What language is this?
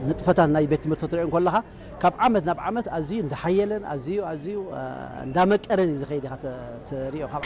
Tigrinya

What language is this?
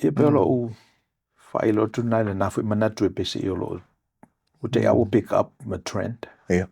Samoan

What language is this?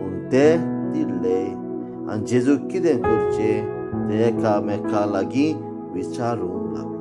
Konkani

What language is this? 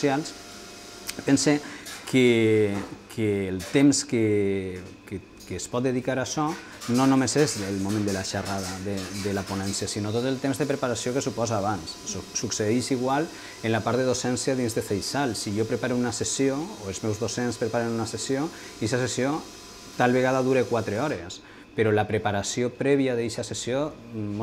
Catalan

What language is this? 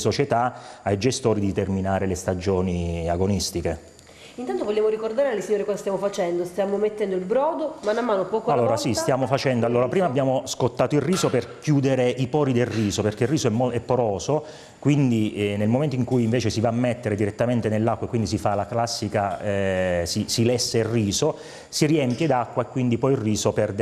Italian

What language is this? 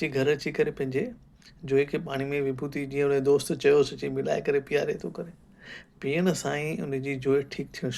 Sindhi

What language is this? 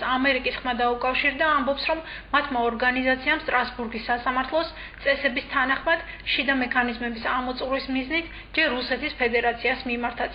Georgian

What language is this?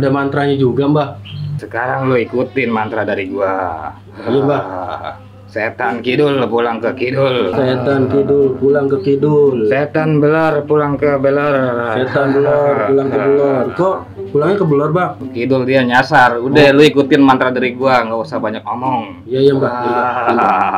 Betawi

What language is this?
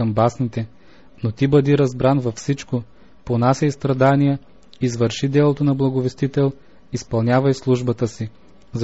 Bulgarian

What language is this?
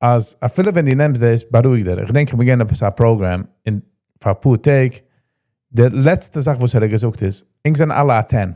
Yiddish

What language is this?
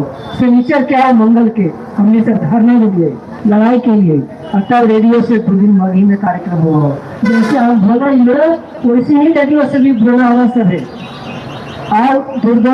Magahi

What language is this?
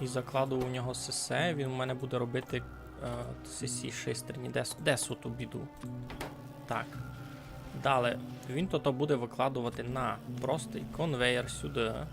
Rusyn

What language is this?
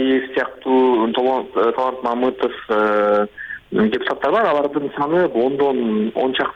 Kyrgyz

